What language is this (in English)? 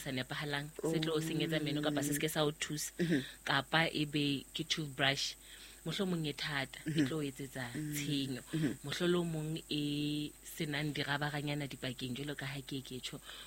Southern Sotho